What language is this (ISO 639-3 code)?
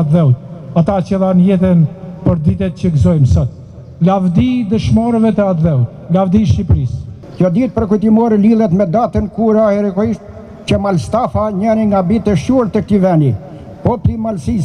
sqi